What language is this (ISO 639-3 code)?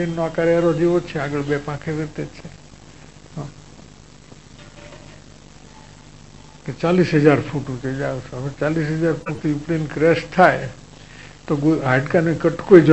guj